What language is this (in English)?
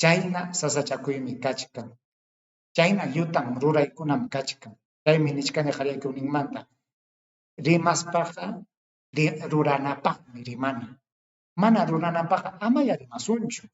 Ayacucho Quechua